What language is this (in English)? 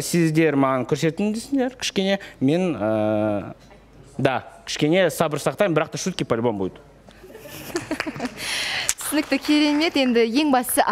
Kazakh